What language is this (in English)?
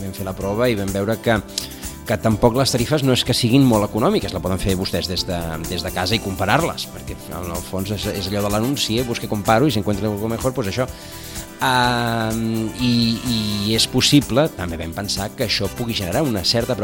Catalan